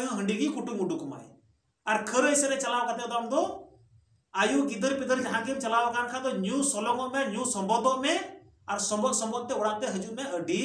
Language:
Santali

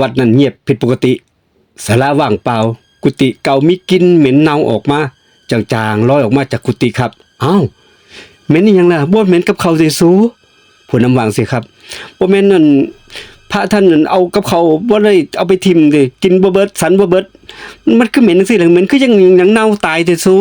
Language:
Northeastern Thai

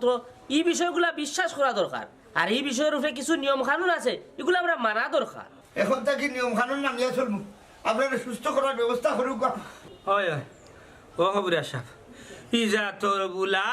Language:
Sylheti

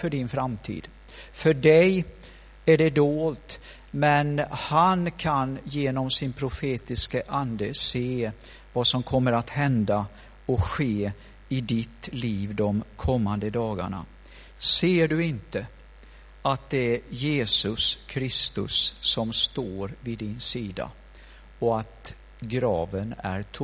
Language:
Swedish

